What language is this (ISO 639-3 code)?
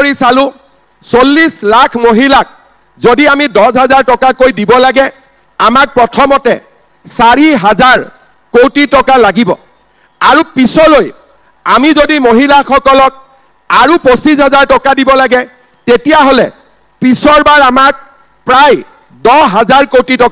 asm